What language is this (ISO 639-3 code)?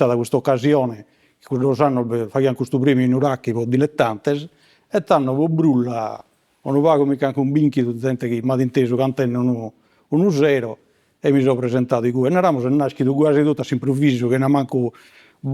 srd